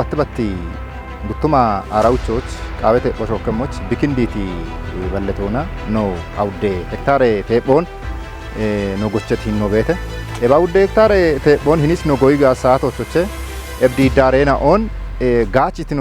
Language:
Kafa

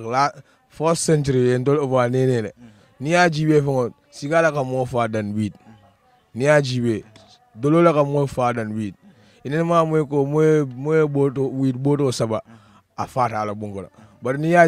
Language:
Wolof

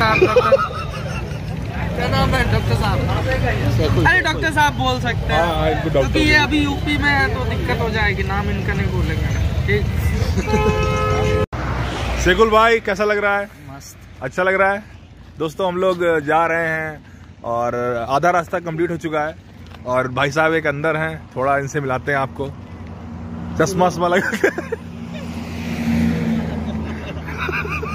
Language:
Hindi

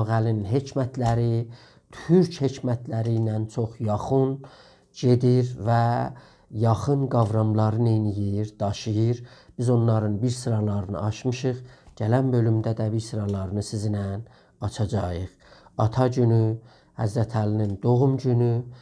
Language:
South Azerbaijani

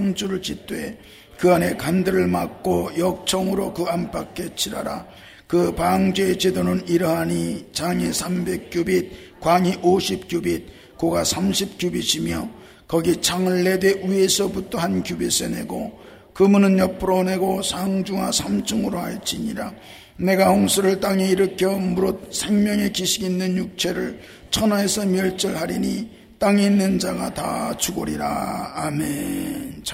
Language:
Korean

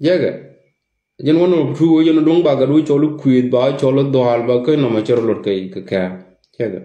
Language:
Nuer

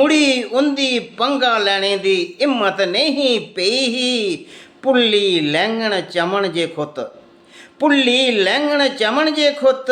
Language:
Dogri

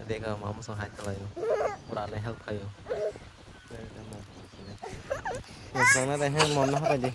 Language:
Kok Borok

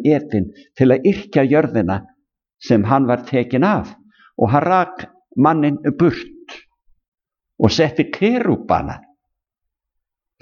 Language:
Icelandic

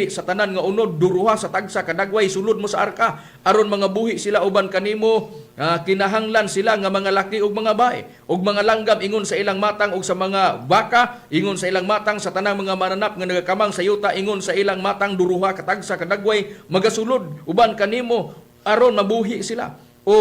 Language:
Cebuano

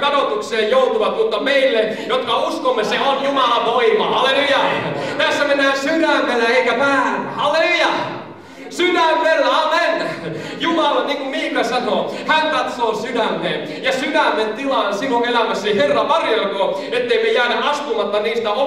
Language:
Finnish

